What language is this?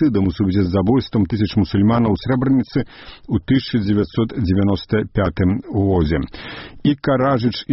Belarusian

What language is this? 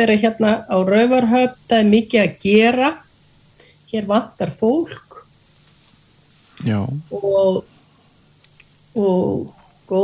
Icelandic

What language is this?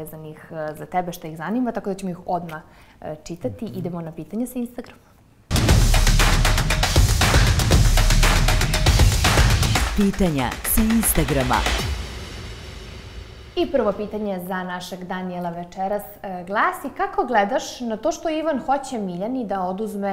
Serbian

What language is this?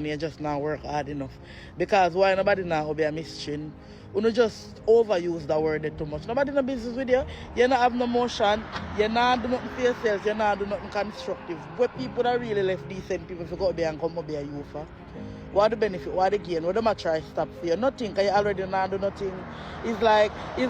Jamaican Creole English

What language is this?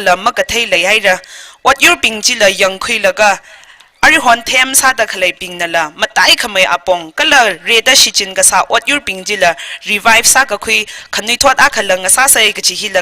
Tangkhul Naga (India)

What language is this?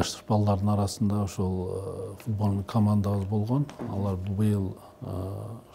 Kyrgyz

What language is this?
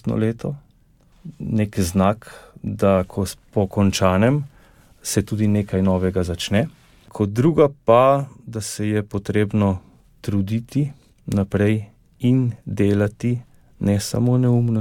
Slovenian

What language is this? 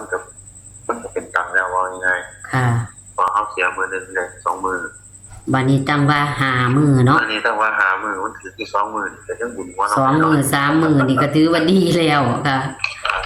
Northeastern Thai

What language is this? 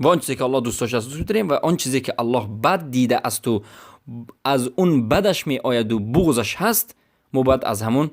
Persian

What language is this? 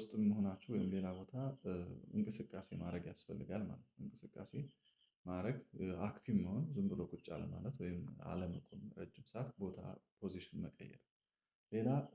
Amharic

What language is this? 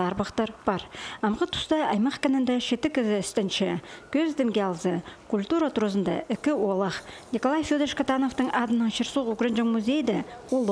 Khakas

